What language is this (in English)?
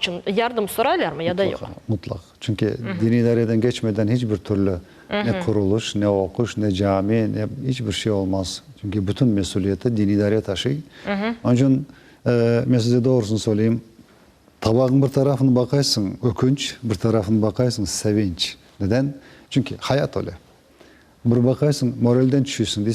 Crimean Tatar